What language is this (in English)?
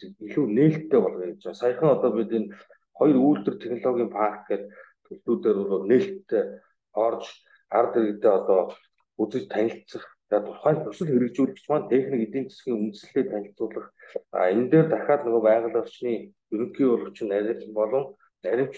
Mongolian